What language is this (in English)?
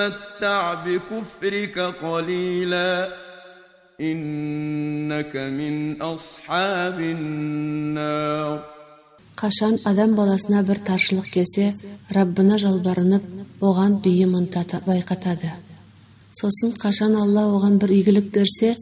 Kazakh